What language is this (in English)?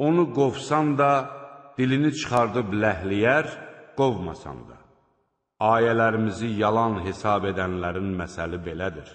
Azerbaijani